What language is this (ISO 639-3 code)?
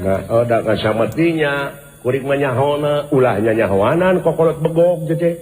sun